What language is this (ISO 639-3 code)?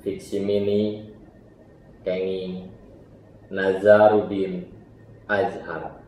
sun